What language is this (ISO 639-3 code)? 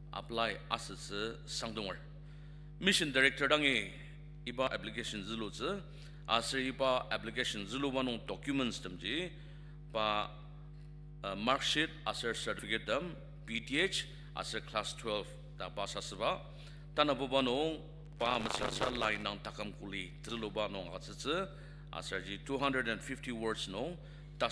njo